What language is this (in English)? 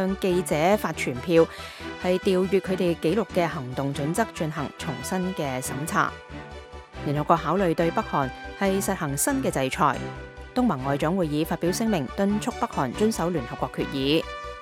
Cantonese